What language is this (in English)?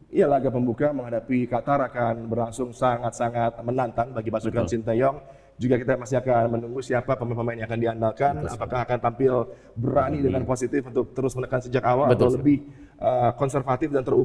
Indonesian